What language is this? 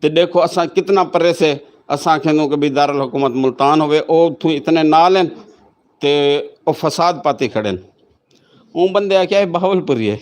Saraiki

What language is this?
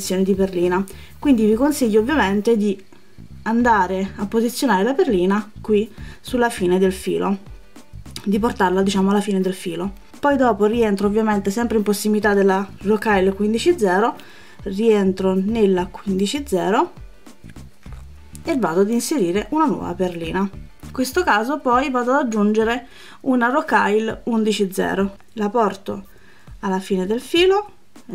Italian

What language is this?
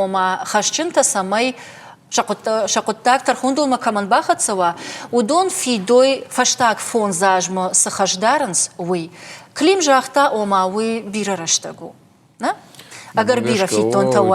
Ossetic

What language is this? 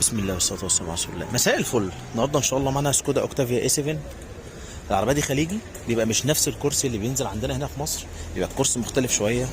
Egyptian Arabic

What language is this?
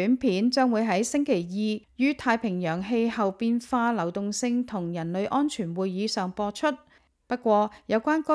Cantonese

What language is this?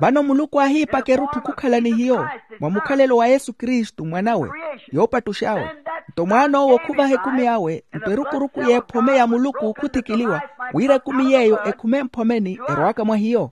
Makhuwa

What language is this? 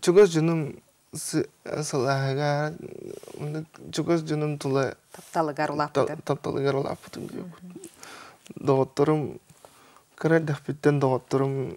Yakut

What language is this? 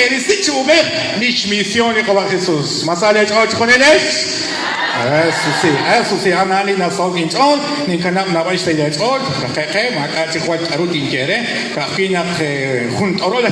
Kekchí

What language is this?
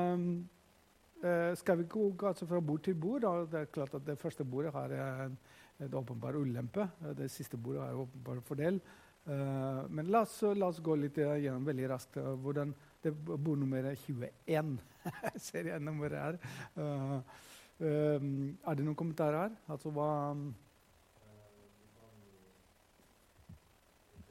Norwegian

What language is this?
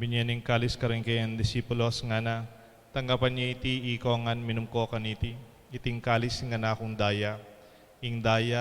Pampanga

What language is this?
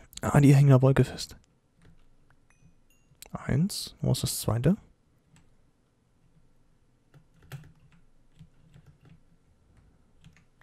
German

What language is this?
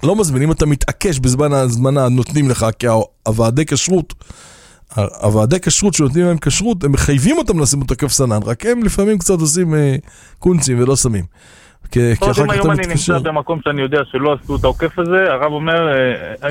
Hebrew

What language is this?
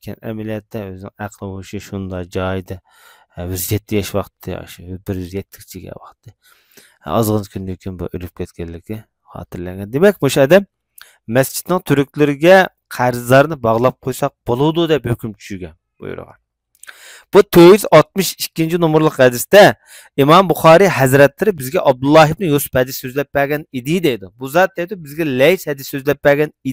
Uyghur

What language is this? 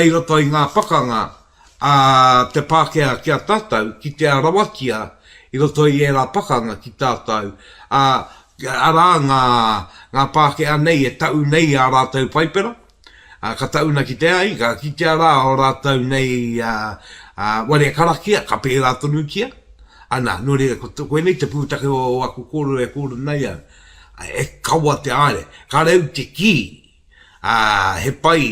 Māori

